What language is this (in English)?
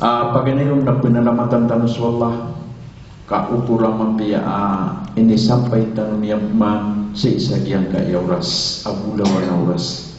Maranao